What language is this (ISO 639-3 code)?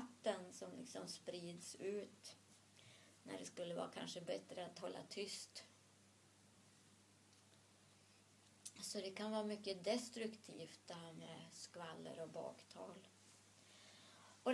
swe